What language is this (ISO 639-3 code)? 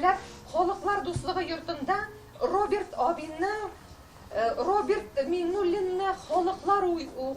tat